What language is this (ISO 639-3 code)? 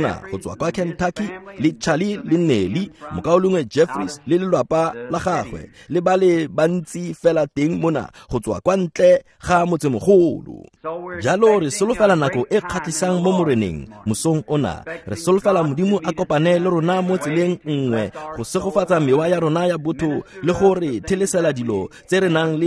tsn